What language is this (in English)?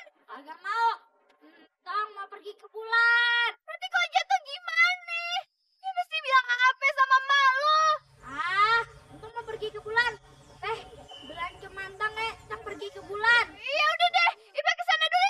Betawi